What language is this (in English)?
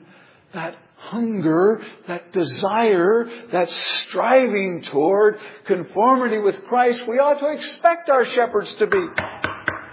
English